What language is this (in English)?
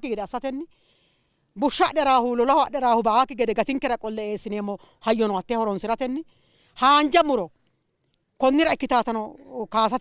Sidamo